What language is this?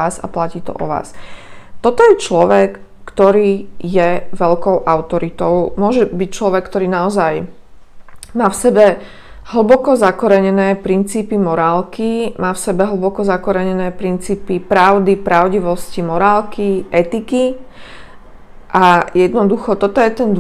Slovak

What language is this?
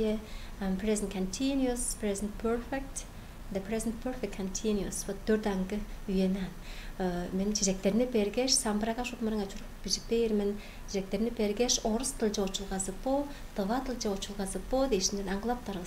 Tuvinian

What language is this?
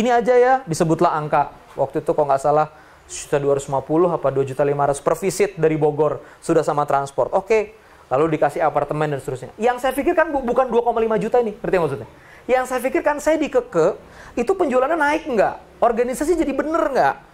Indonesian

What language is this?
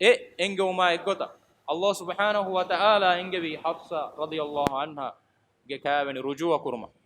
Divehi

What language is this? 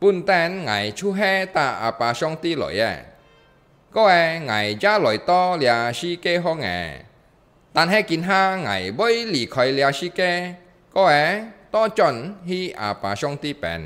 Hakka Chinese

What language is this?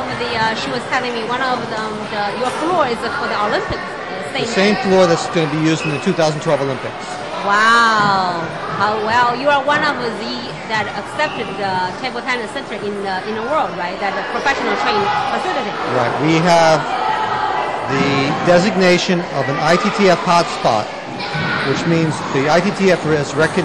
English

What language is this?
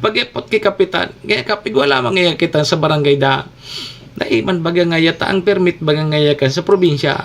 Bikol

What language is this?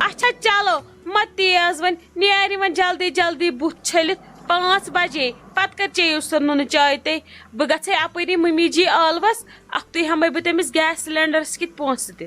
Kashmiri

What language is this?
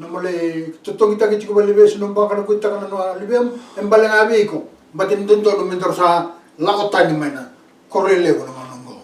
Fijian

